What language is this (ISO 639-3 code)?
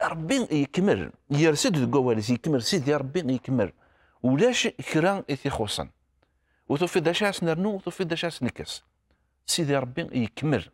kab